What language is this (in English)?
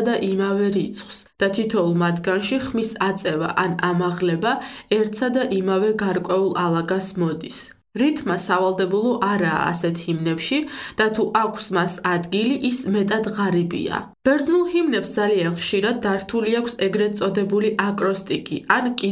Georgian